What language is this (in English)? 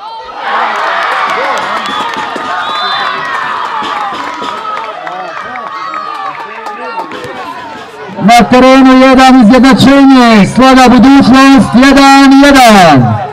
Croatian